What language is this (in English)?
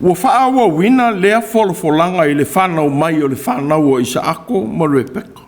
Samoan